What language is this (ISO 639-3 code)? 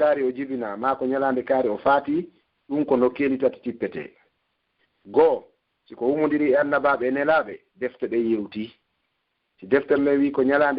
fuf